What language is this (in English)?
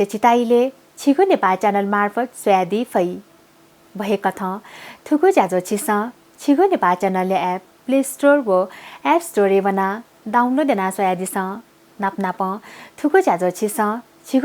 Newari